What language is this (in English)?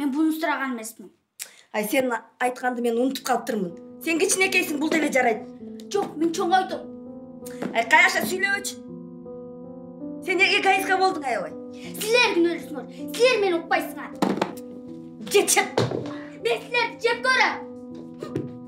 Kyrgyz